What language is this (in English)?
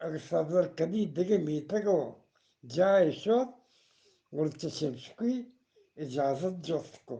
Eastern Balochi